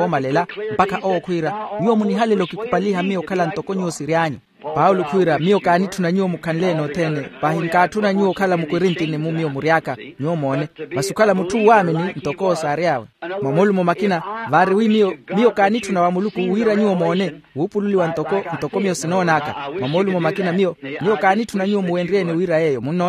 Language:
Makhuwa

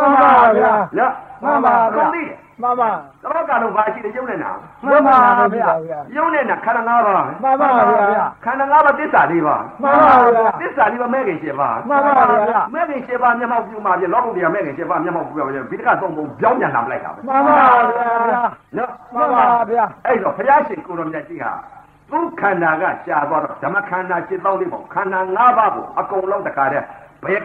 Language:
Burmese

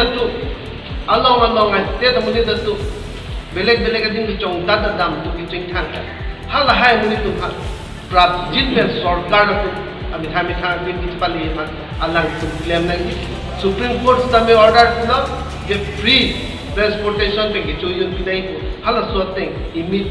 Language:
Karbi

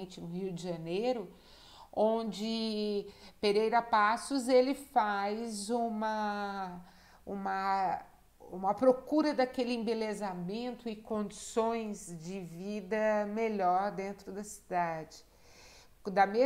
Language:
Portuguese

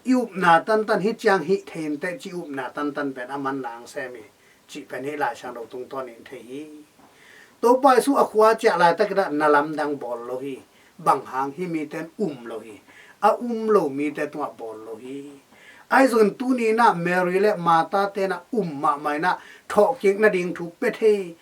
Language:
Tedim Chin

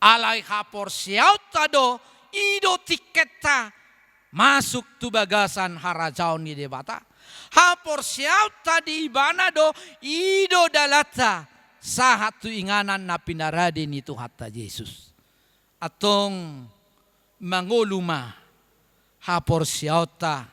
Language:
Batak Toba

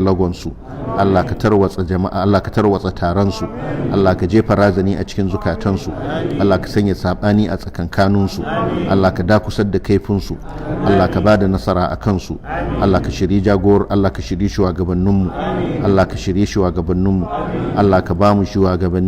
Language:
Hausa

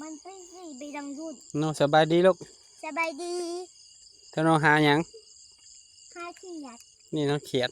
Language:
Northeastern Thai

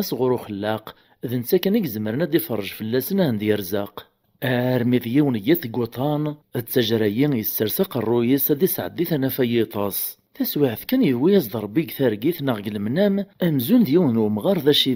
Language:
Kabyle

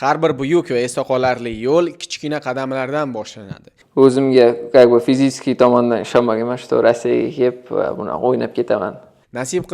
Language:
Uzbek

